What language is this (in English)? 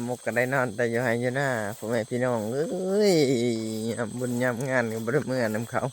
Lao